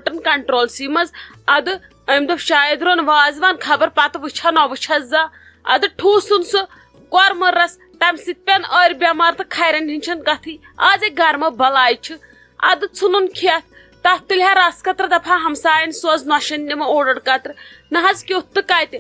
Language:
Kashmiri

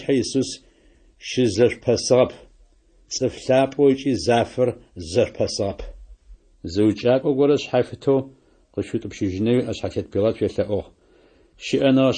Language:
Adyghe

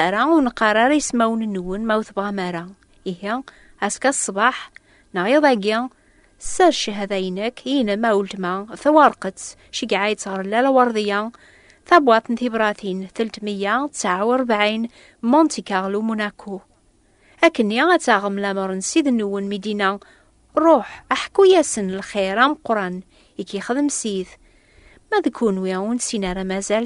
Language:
Kabyle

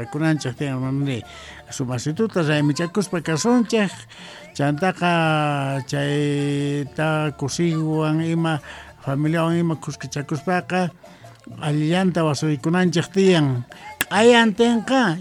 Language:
South Bolivian Quechua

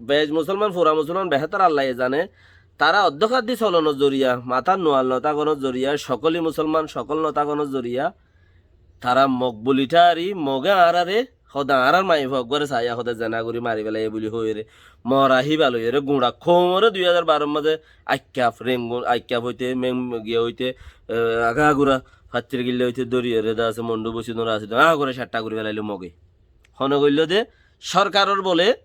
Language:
Rohingya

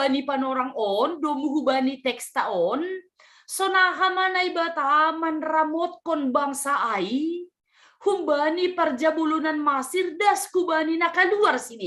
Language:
Batak Simalungun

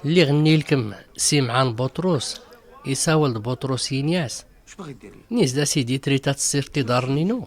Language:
Tachelhit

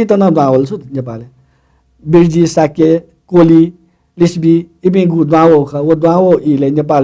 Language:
Newari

